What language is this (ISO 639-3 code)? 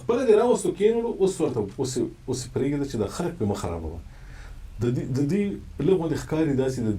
pus